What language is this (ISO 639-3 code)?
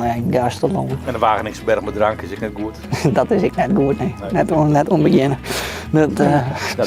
fry